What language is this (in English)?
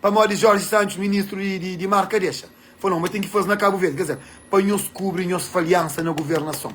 Kabuverdianu